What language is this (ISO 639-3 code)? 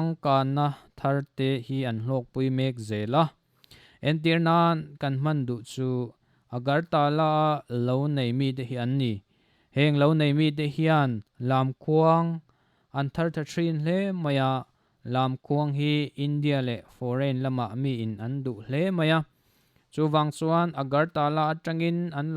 lus